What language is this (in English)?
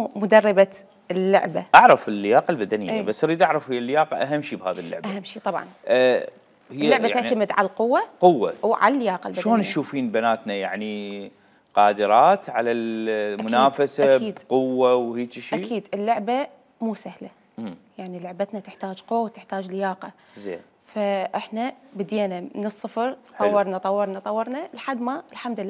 Mesopotamian Arabic